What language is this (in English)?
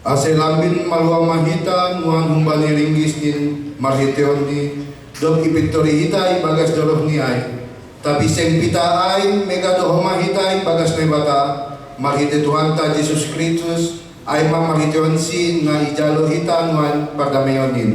Batak Simalungun